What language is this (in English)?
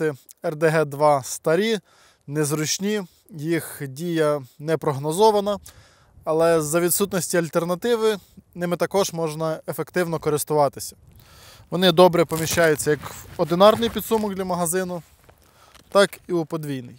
Ukrainian